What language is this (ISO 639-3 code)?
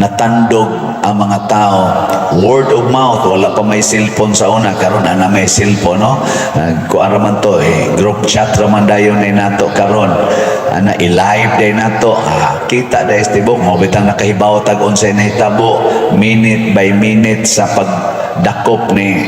ceb